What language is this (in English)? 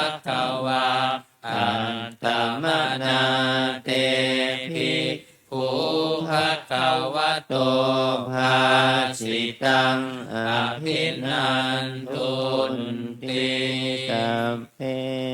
Pali